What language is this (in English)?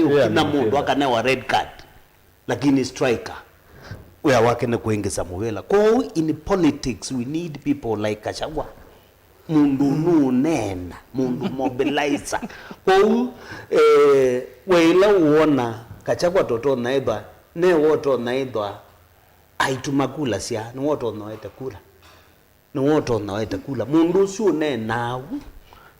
Kamba